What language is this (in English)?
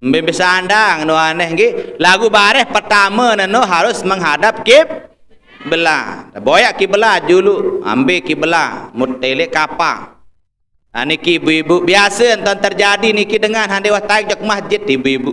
Sasak